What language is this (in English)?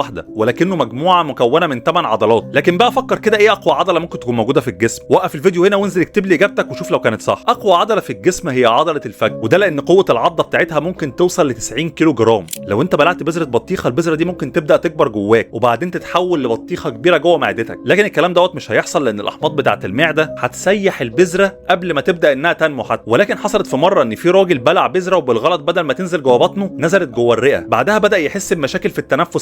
Egyptian Arabic